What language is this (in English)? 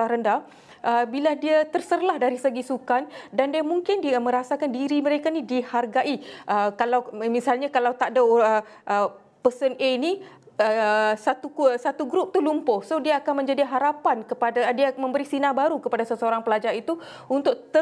Malay